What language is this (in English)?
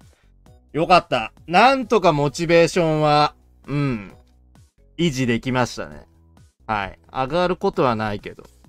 Japanese